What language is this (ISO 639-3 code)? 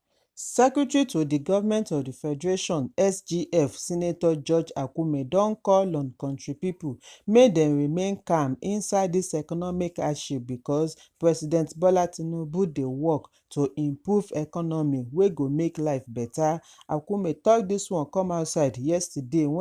pcm